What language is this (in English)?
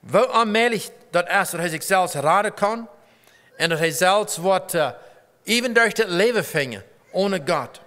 Plautdietsch